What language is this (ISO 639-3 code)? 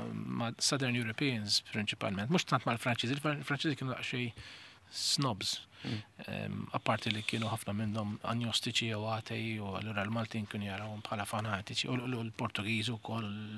mlt